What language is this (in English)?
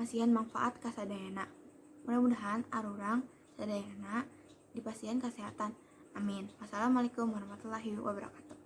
Sundanese